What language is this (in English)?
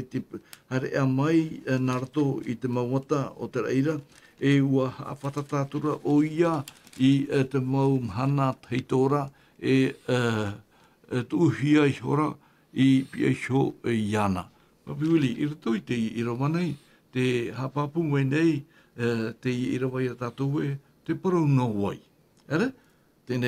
Tahitian